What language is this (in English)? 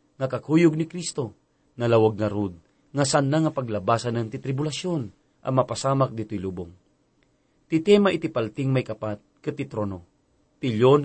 Iloko